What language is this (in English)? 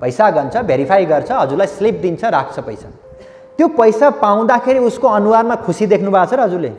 Nepali